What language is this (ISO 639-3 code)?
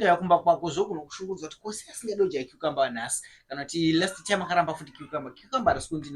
sna